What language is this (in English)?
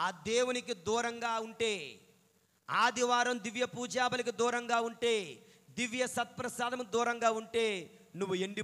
Telugu